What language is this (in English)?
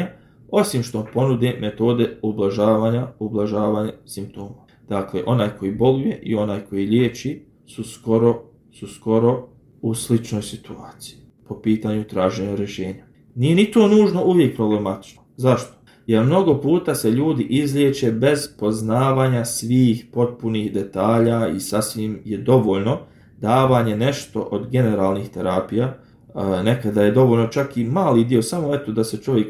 Bosnian